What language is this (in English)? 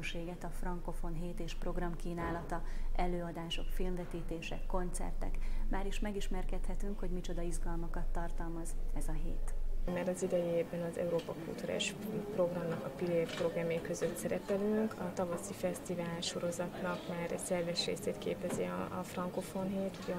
Hungarian